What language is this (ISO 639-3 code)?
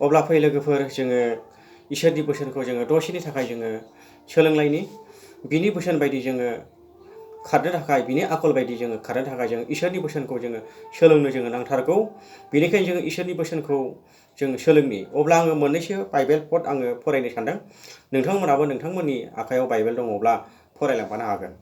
brx